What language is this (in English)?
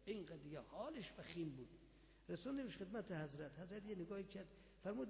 Persian